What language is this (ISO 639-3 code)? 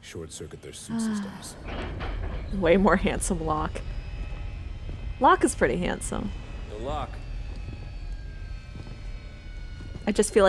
eng